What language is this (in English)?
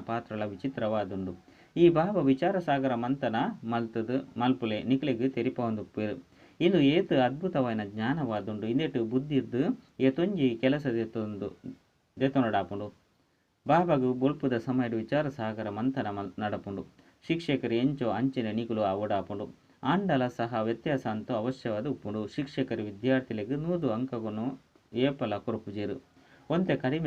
Tulu